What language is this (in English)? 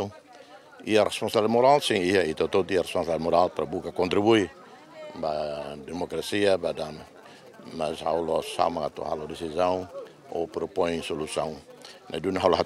Tetum